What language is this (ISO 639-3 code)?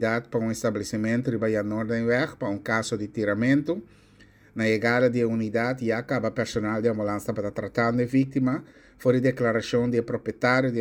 pap